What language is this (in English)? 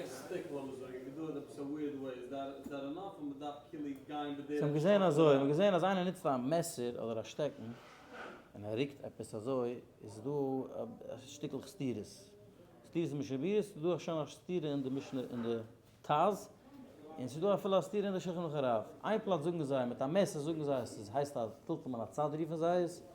Yiddish